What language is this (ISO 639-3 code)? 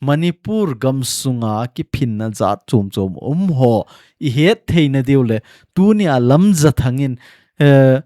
tcz